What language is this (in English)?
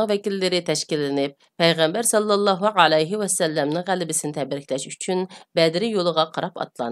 Uyghur